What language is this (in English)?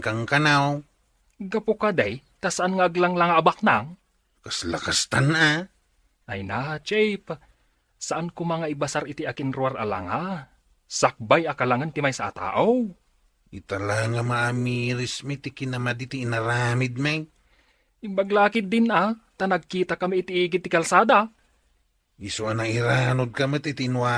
Iloko